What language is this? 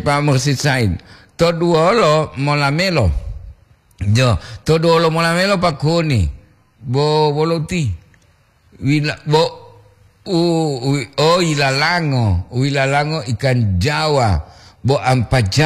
Gorontalo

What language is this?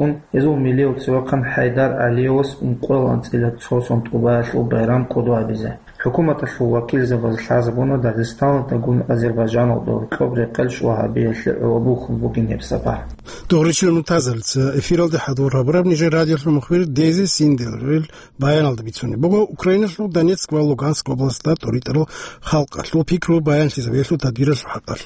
Avaric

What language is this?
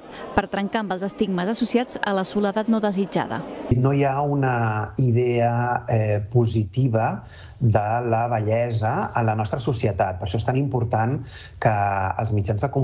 Catalan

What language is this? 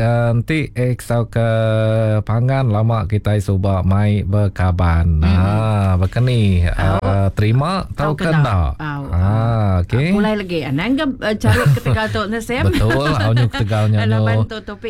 Iban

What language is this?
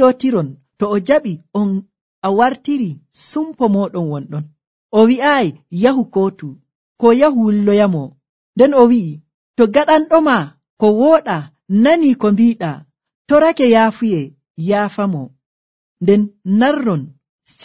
Nigerian Fulfulde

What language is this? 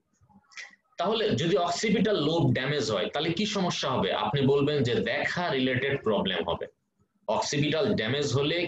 Bangla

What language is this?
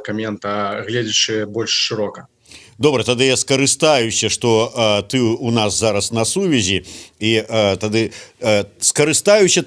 Belarusian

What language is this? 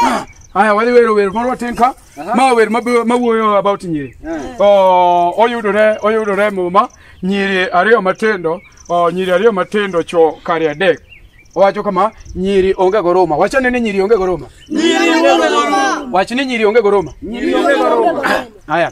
Luo (Kenya and Tanzania)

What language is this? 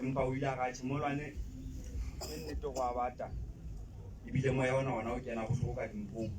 Southern Sotho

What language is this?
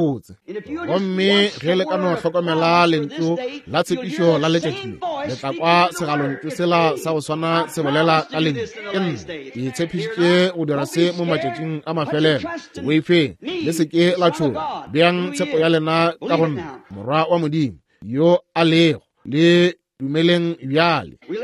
Northern Sotho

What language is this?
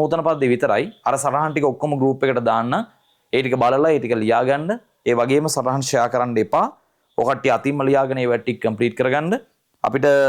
Sinhala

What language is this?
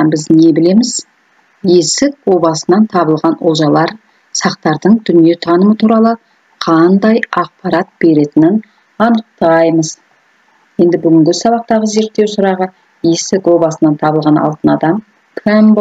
Kazakh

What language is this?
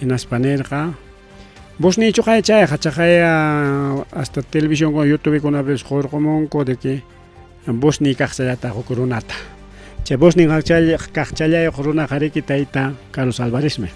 Ayacucho Quechua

